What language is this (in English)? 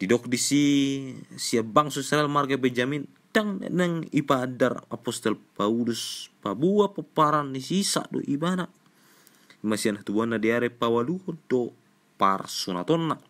Batak Toba